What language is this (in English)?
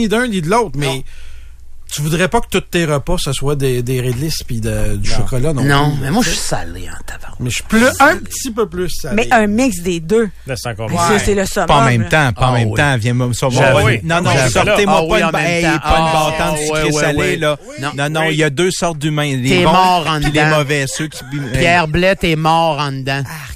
French